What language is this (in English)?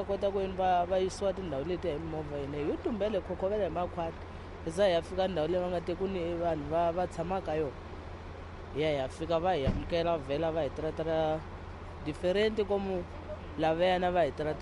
Tsonga